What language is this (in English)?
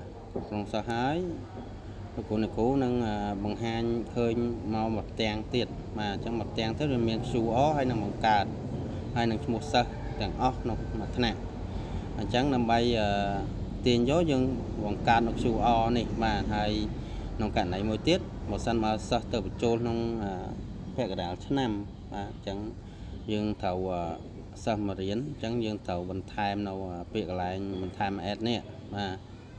Khmer